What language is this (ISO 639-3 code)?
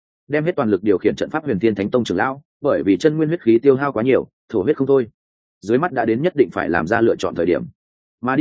vie